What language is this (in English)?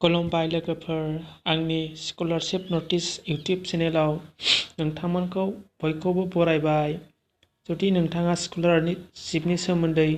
Bodo